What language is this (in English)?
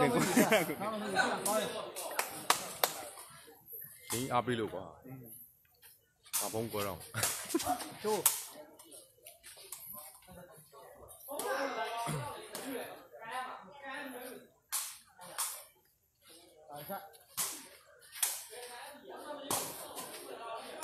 Burmese